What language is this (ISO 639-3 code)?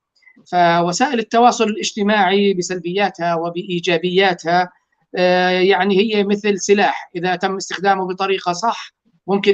apc